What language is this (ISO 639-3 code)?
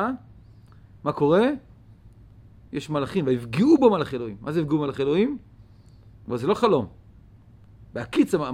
heb